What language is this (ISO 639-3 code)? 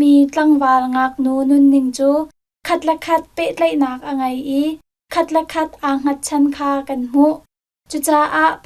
cnh